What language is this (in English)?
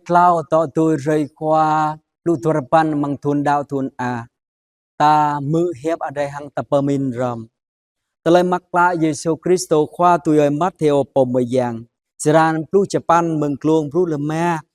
Jarai